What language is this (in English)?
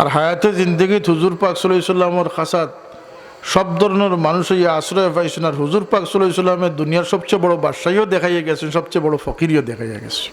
Sylheti